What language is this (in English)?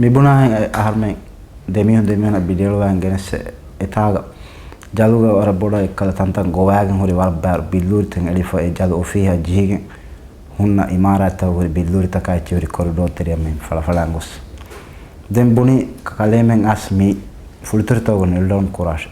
Divehi